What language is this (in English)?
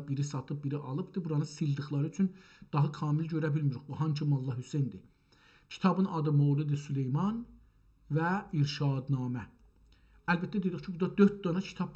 South Azerbaijani